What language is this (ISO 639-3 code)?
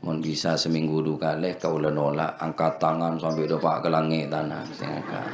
mad